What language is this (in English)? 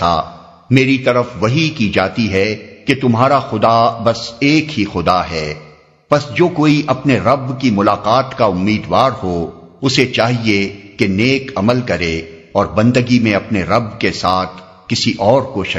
Urdu